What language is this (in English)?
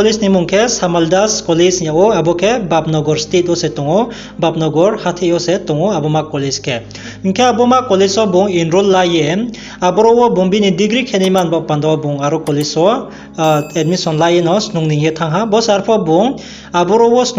Riang (India)